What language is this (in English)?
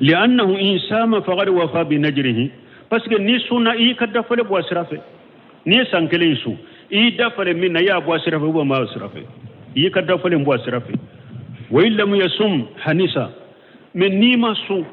Bambara